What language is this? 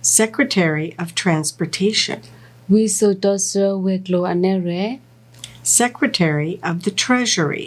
S'gaw Karen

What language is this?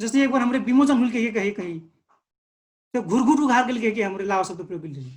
Dangaura Tharu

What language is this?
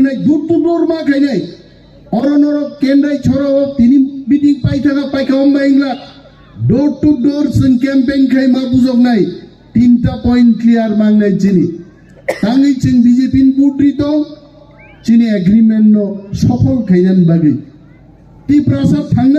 Kok Borok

